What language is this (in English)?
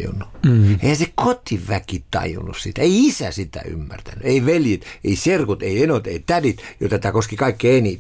Finnish